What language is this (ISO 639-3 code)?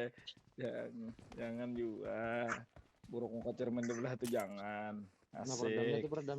bjn